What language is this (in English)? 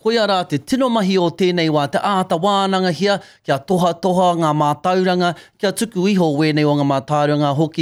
Māori